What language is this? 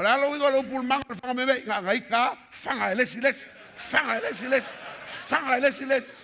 Samoan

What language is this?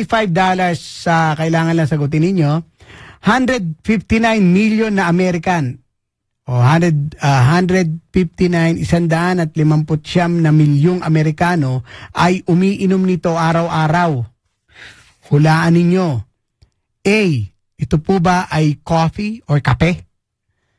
Filipino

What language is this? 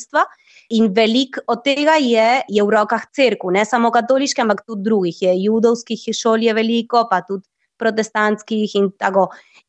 Slovenian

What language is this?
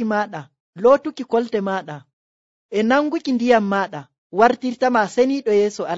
Nigerian Fulfulde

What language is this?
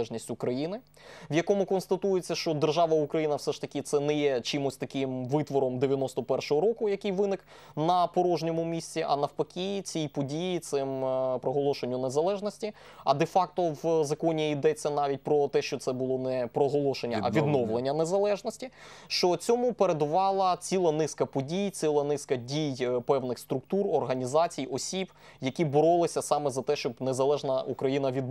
Ukrainian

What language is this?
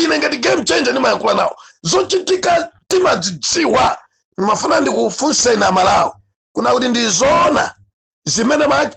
Nyanja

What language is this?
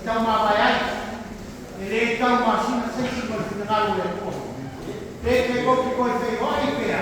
Samoan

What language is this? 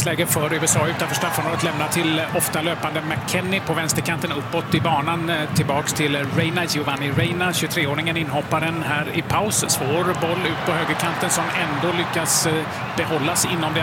Swedish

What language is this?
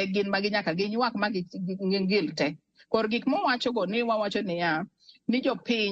Luo (Kenya and Tanzania)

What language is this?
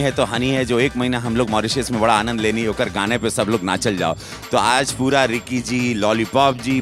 Bhojpuri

